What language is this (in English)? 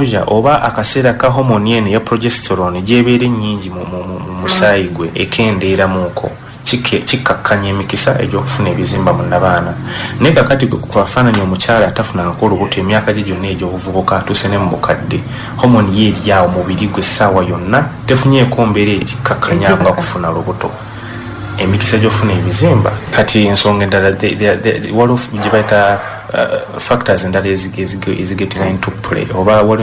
Ganda